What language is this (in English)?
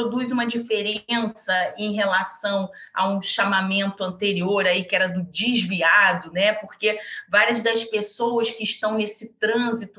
Portuguese